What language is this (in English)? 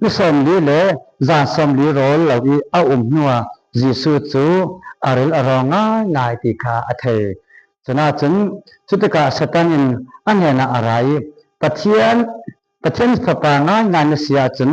Falam Chin